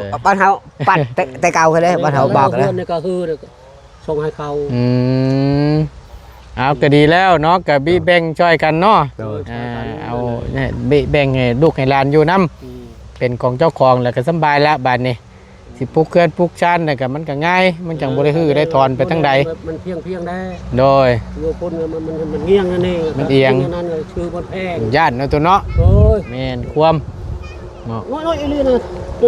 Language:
Northeastern Thai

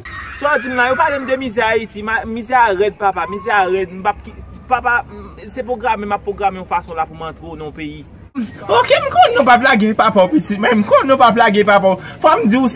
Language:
Haitian Creole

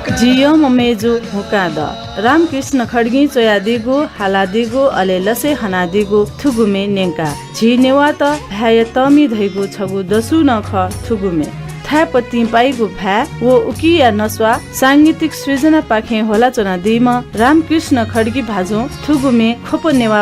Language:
Newari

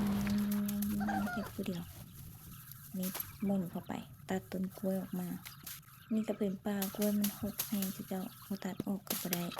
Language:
Lao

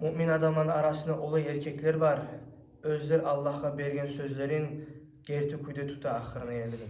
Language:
Kumyk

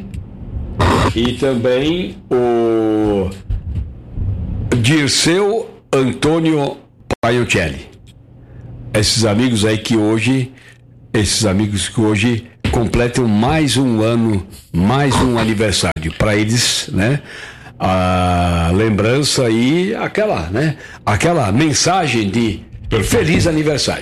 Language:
Portuguese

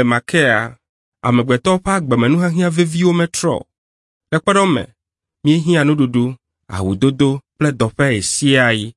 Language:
Ewe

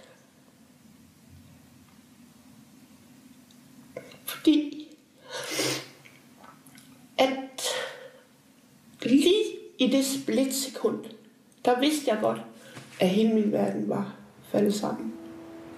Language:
Danish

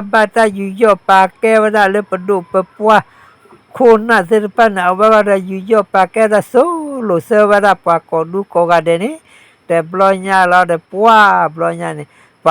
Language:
S'gaw Karen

